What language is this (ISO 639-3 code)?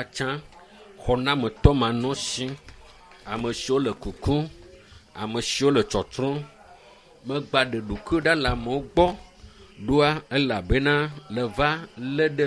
ewe